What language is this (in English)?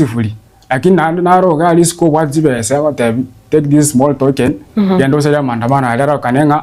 Gusii